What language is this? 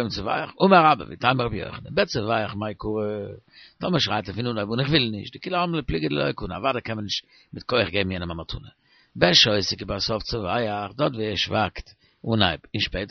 Yiddish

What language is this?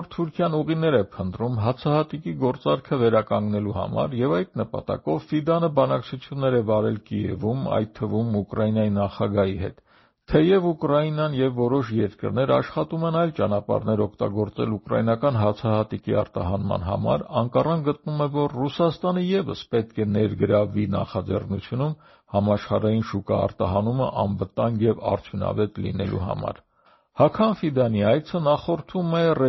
Armenian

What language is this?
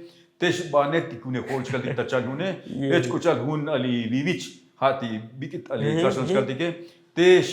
Tzotzil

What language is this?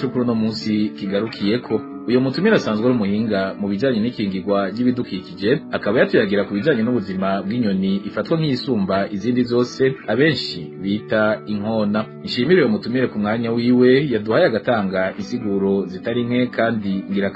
Rundi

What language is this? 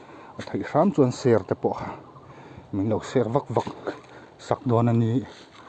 Mizo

